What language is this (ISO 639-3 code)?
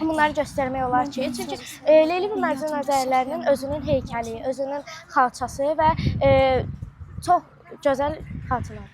aze